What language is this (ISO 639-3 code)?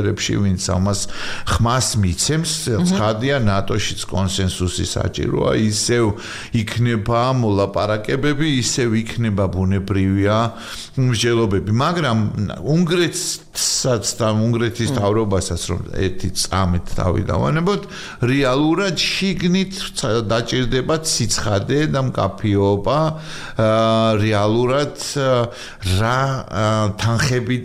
kat